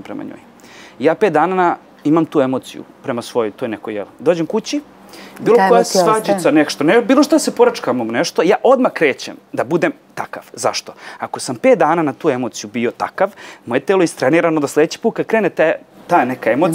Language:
Serbian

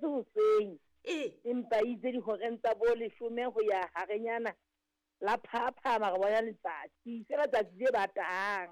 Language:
Southern Sotho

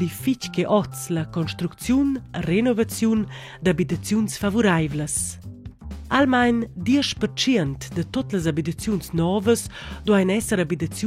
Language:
Romansh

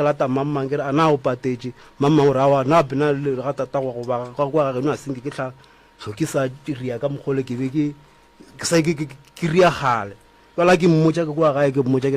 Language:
Northern Sotho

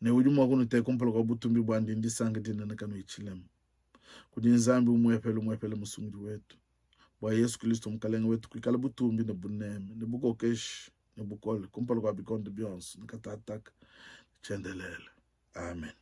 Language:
Luba-Lulua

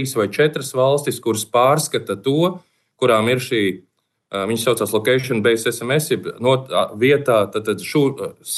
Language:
Latvian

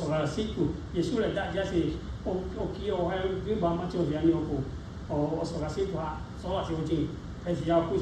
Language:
Lahu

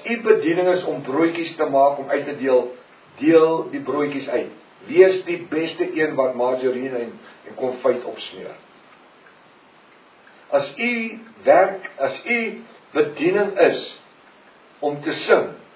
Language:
Afrikaans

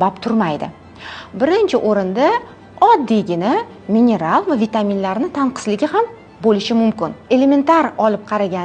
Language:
Uzbek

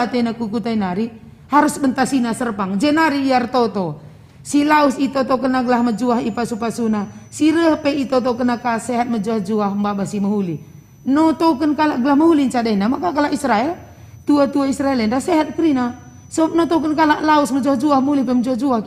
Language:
Batak Karo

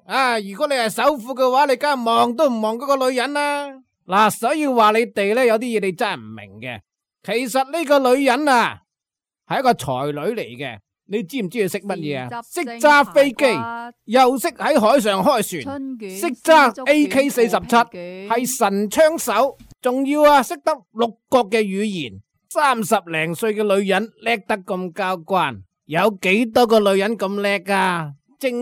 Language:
Cantonese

